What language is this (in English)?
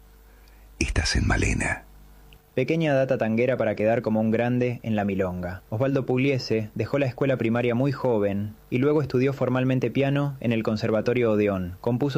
Spanish